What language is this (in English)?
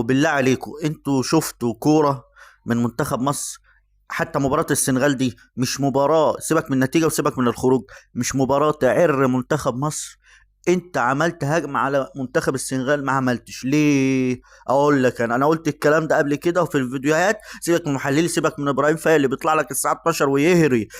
Egyptian Arabic